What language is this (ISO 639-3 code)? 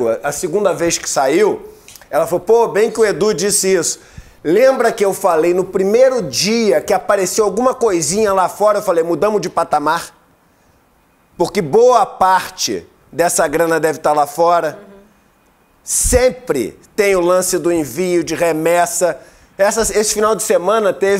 por